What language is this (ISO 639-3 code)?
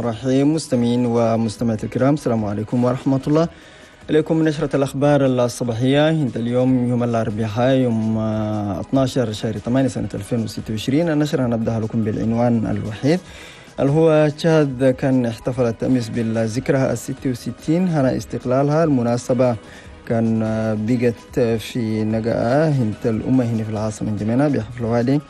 shu